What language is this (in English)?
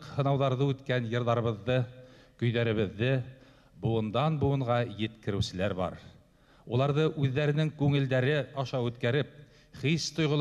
Bashkir